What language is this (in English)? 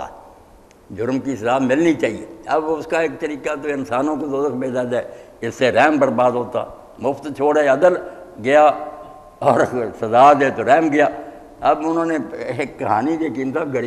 Urdu